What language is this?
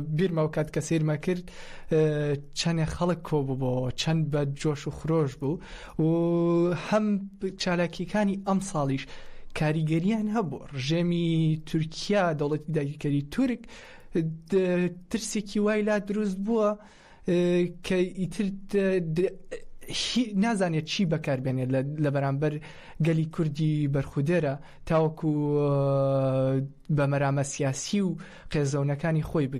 Central Kurdish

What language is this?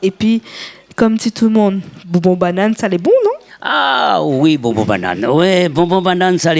Réunion Creole French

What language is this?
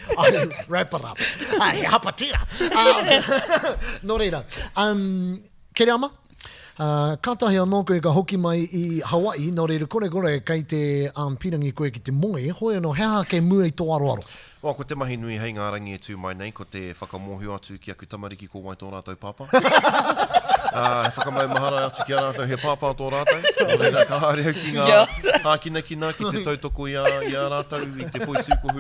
Māori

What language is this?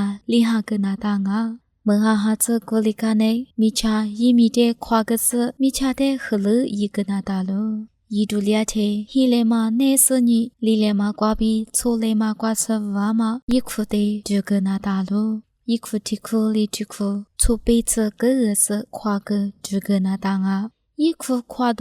Lisu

